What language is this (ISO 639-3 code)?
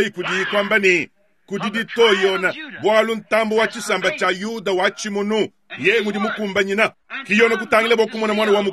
lua